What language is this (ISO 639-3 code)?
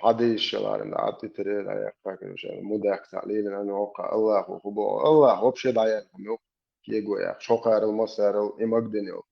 che